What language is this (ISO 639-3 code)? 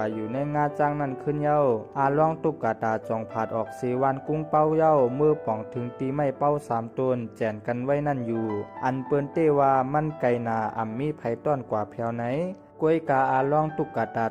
shn